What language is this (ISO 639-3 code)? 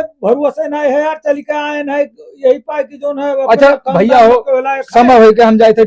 awa